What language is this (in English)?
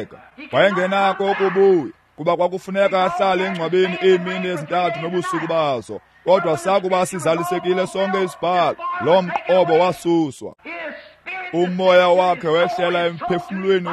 Xhosa